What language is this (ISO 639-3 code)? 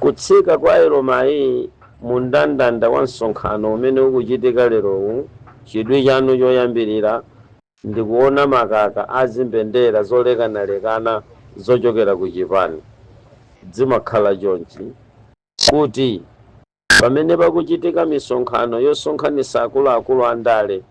nya